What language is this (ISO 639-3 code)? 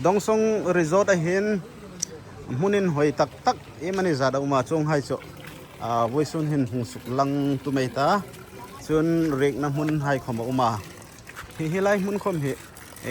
hmr